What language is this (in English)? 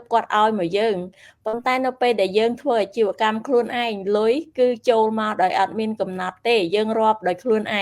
Khmer